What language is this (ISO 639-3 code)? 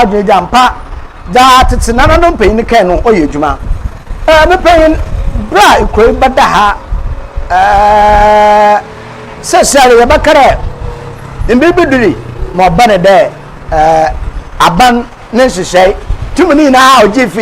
aka